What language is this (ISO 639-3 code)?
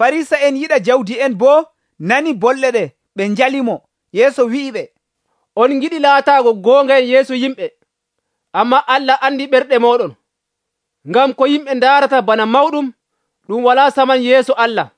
fuv